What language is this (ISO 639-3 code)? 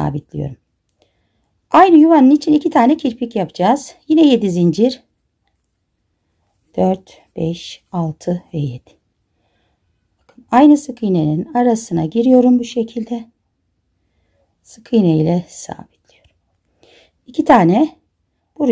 tur